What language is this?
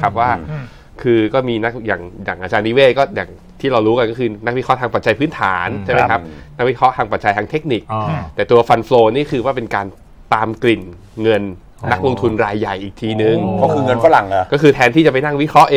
Thai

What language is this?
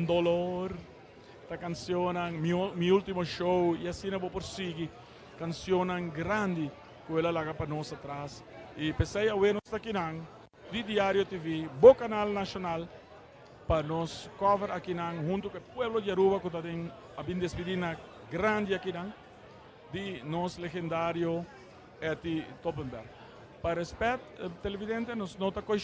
Papiamento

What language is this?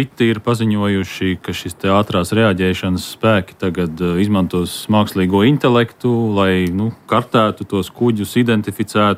Latvian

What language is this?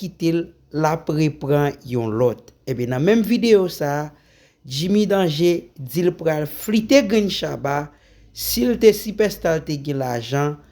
Haitian Creole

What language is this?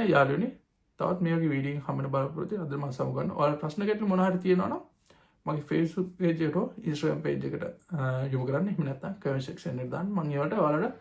Sinhala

